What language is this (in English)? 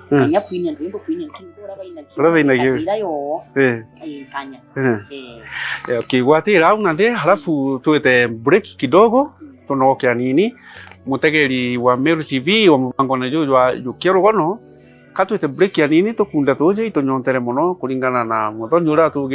Meru